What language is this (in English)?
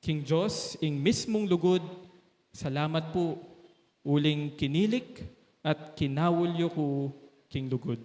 Pampanga